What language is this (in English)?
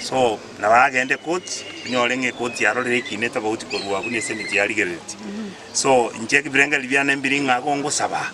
Gusii